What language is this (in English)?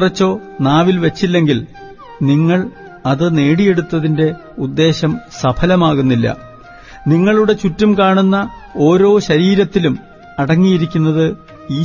Malayalam